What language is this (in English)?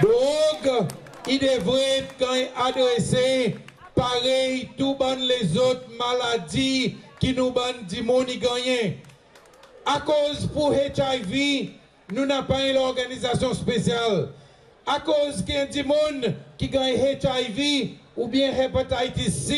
Seselwa Creole French